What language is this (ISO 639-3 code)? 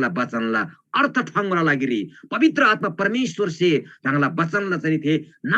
taj